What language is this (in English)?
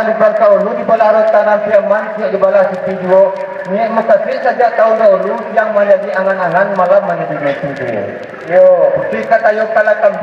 Minangkabau